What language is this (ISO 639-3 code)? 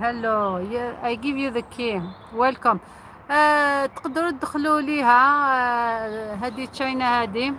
arq